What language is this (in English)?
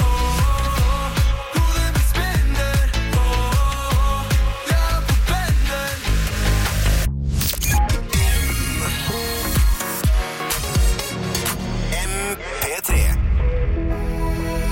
Norwegian